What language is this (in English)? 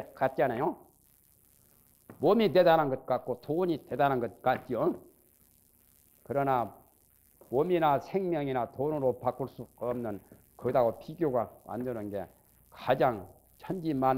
Korean